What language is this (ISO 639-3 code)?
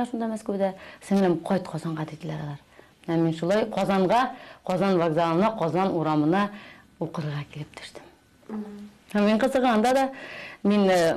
tat